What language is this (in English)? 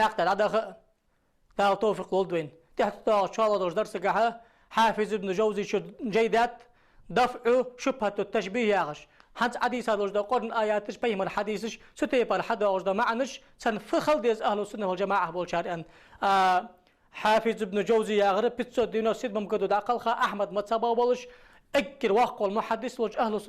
Ingush